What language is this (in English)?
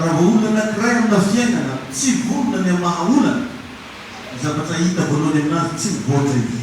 Malagasy